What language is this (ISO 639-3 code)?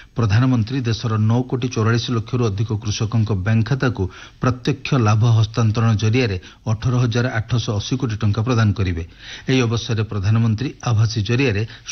ori